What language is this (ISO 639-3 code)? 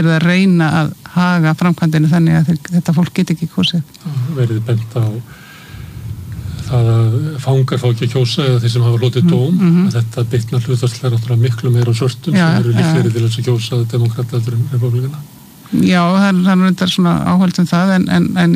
isl